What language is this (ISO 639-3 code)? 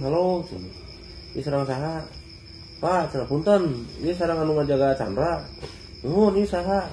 sun